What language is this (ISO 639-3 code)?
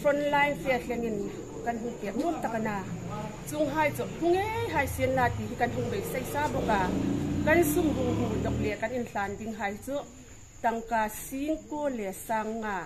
hmr